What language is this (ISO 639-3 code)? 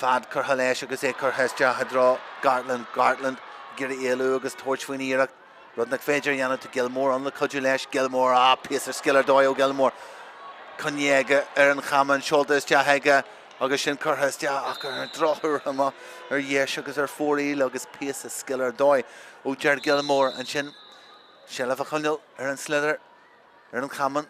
gle